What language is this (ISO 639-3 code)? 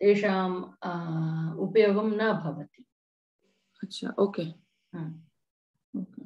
san